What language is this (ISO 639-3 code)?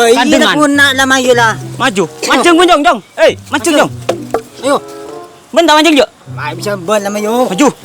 mad